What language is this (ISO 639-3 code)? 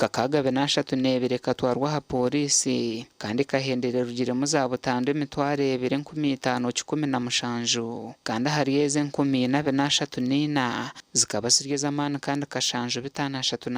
nyn